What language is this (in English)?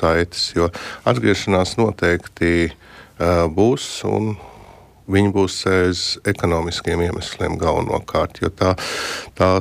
Latvian